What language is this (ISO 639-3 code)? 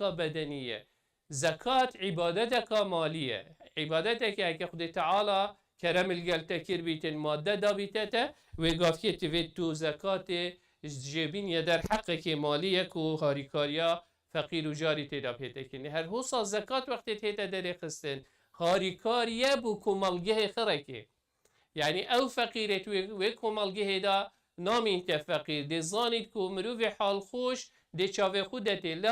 kur